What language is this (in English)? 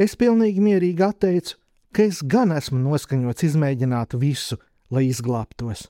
Latvian